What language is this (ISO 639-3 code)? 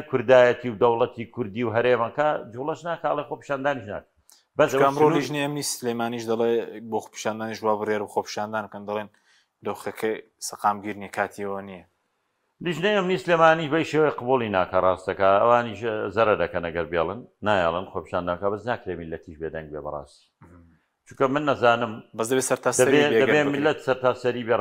ckb